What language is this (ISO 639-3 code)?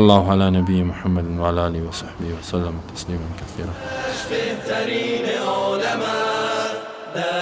fas